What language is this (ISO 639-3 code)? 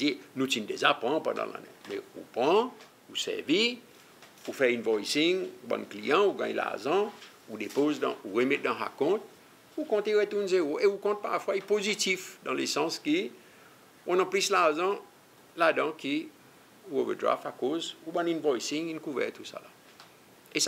crs